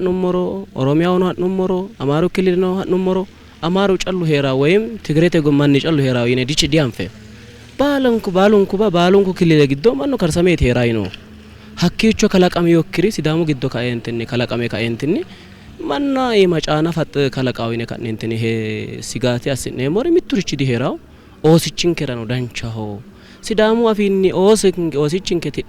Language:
Sidamo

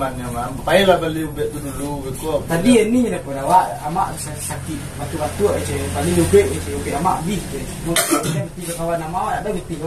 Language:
Minangkabau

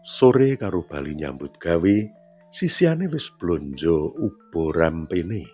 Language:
Javanese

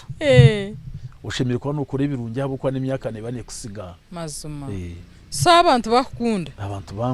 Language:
Nyankole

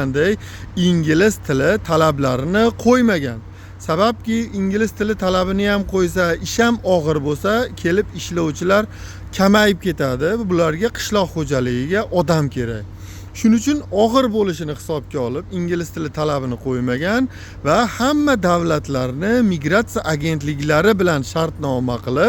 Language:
Uzbek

